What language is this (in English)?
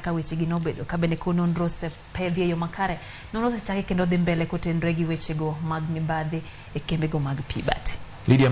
Luo (Kenya and Tanzania)